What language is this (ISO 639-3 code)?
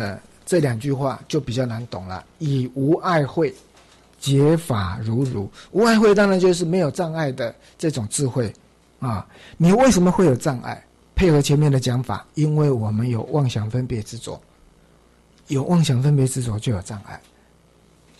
zho